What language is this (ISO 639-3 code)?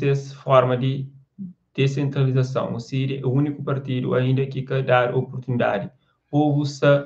kea